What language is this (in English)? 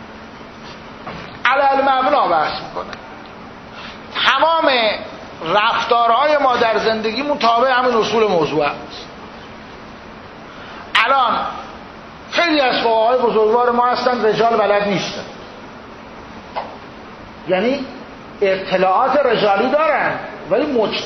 Persian